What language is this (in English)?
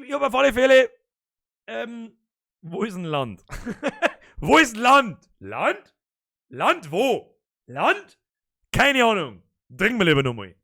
Bavarian